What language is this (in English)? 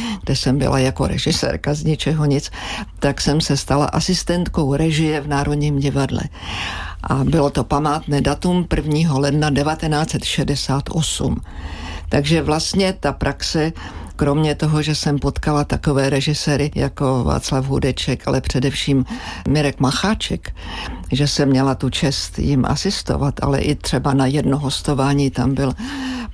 Czech